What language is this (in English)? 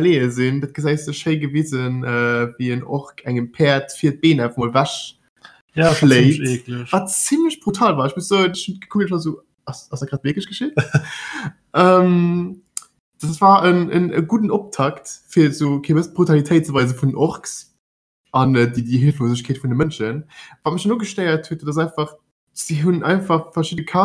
Luxembourgish